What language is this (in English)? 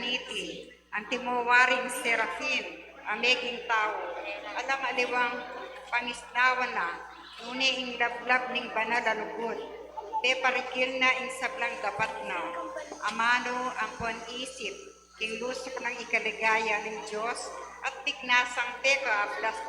Pampanga